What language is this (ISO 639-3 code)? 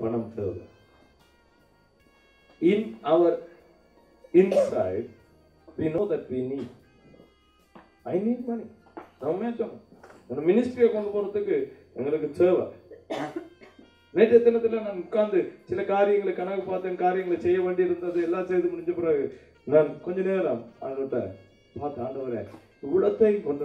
tam